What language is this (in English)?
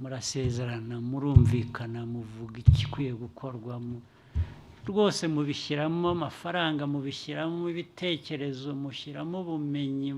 Kinyarwanda